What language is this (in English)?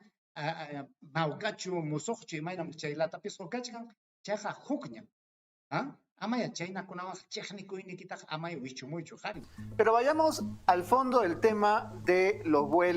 Ayacucho Quechua